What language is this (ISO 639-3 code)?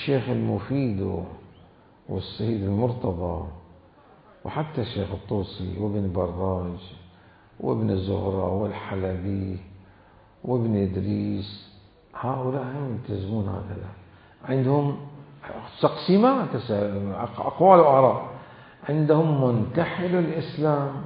acm